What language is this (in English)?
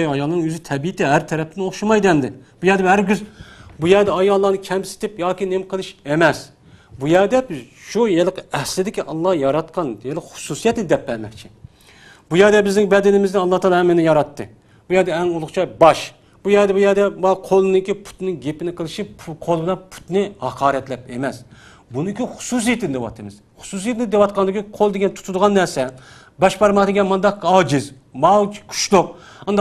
Uyghur